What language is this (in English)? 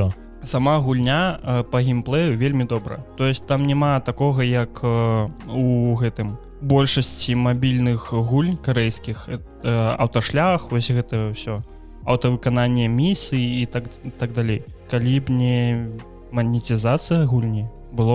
Belarusian